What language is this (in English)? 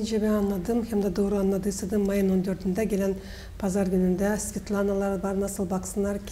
Gagauz